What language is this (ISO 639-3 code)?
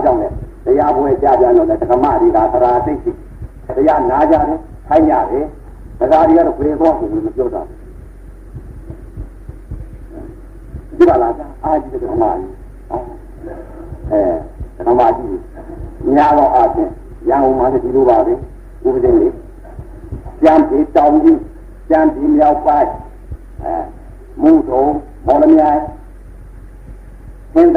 mya